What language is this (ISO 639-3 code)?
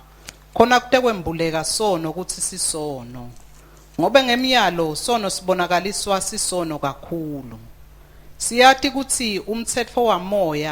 ssw